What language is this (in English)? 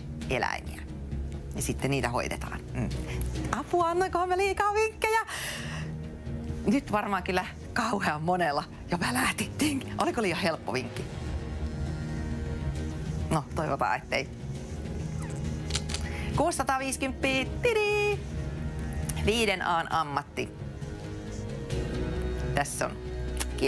Finnish